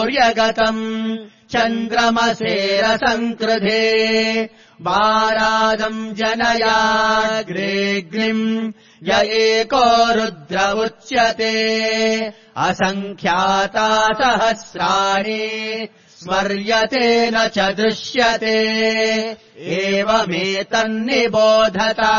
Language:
Sanskrit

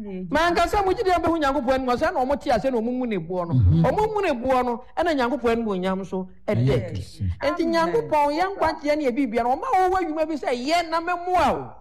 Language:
Akan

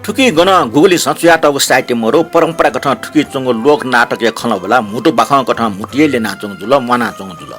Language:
Newari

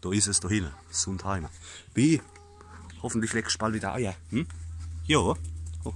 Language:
Palatine German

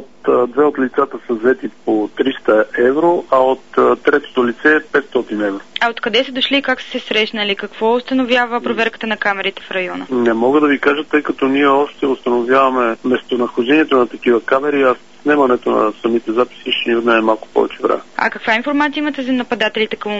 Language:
Bulgarian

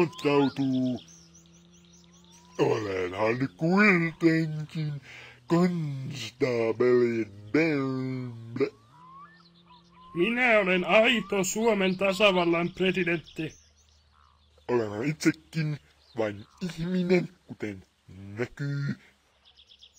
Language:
Finnish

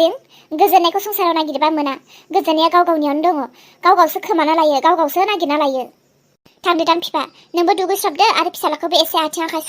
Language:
Bodo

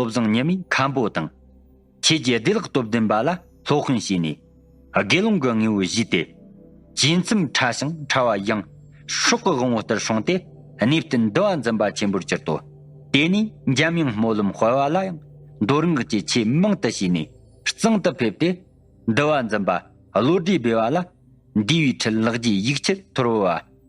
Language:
Tibetan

